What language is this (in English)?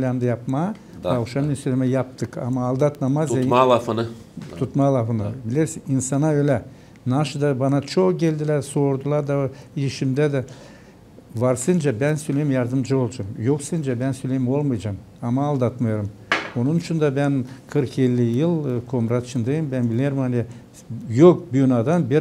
Gagauz